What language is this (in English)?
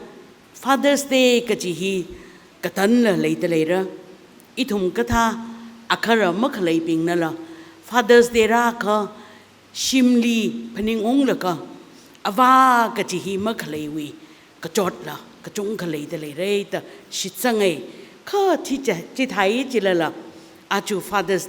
Tangkhul Naga (India)